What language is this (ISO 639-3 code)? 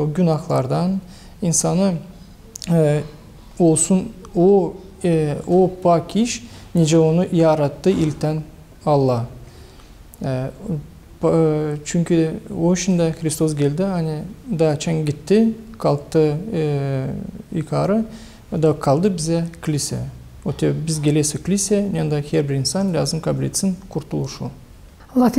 gag